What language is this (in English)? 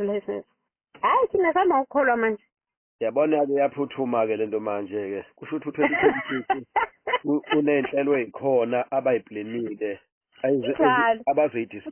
Zulu